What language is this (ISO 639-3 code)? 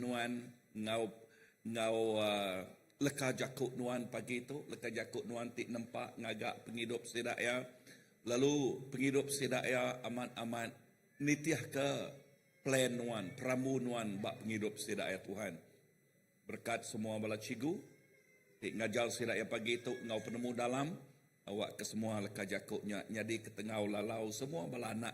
iba